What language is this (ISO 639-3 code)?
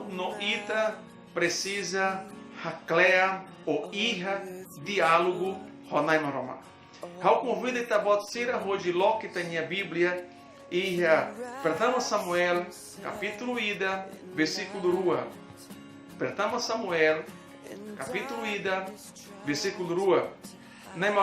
tet